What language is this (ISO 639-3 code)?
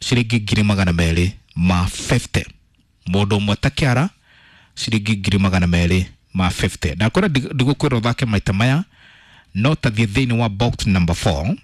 kik